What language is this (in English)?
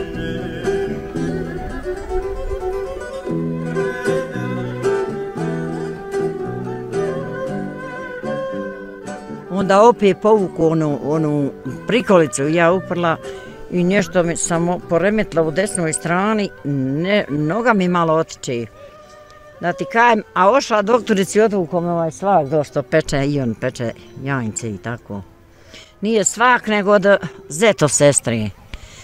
Bosnian